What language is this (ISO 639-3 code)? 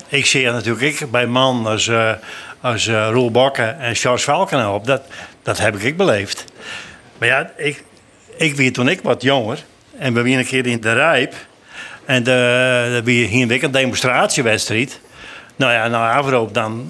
fry